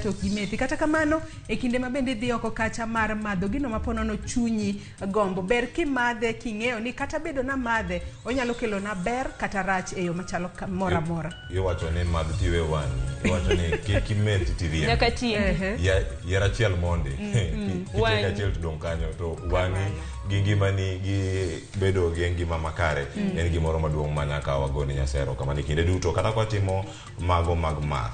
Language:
Luo (Kenya and Tanzania)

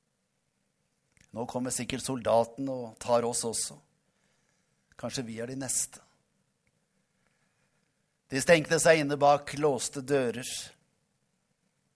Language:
Norwegian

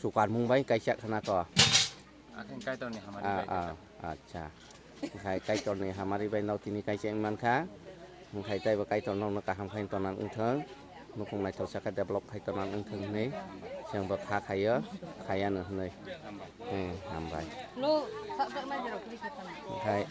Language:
Kok Borok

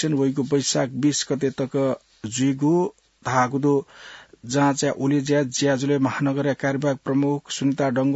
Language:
Newari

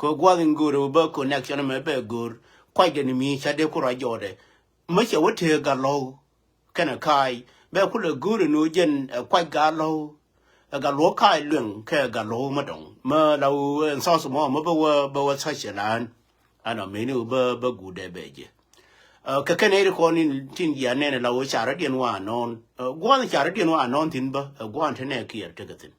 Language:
Nuer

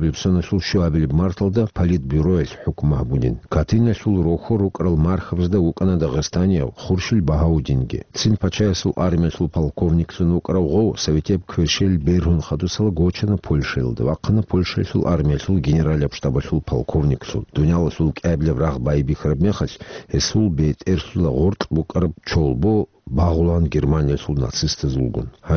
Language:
Avaric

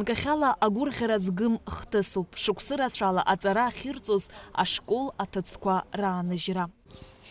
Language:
Abkhazian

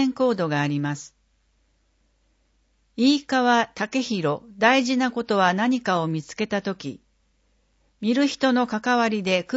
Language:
Japanese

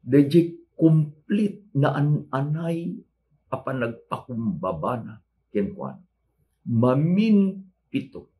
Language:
Iloko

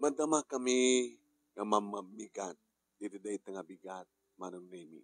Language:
Iloko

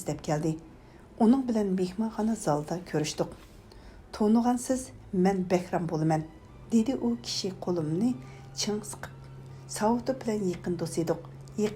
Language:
Uyghur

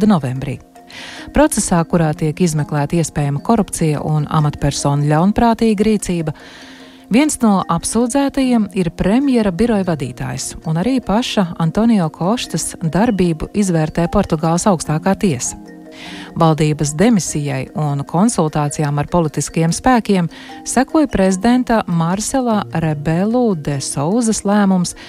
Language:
Latvian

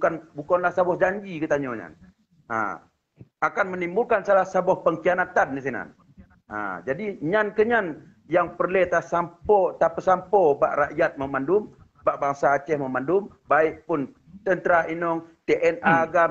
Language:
Achinese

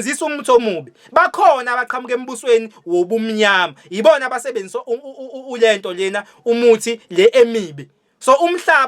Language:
Zulu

